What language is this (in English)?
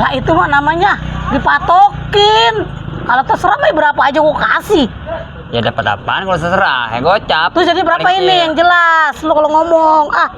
Betawi